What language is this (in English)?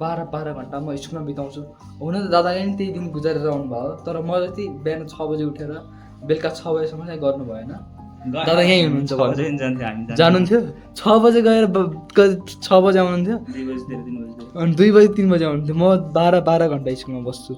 Nepali